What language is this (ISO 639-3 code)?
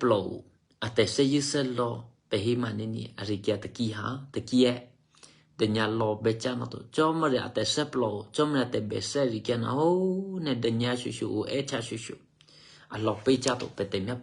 eky